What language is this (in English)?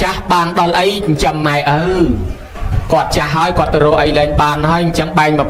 Khmer